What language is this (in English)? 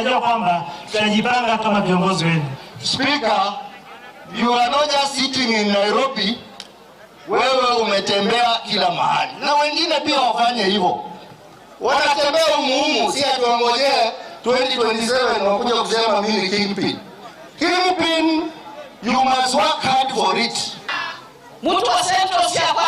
Gusii